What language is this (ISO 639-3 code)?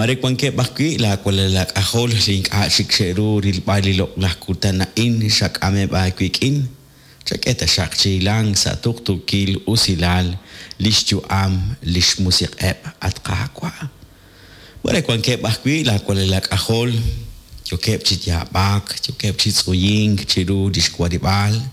kek